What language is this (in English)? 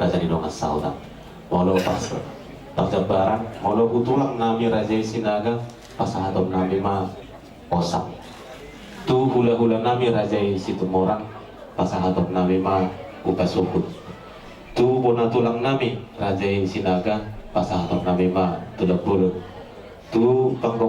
Batak Toba